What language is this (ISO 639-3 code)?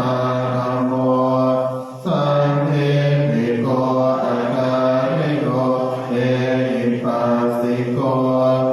pli